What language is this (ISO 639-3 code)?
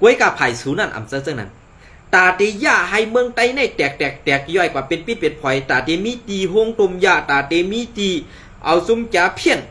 shn